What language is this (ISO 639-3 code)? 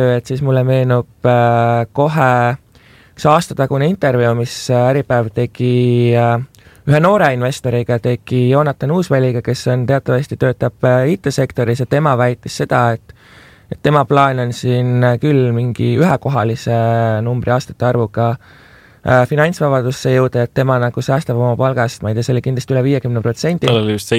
est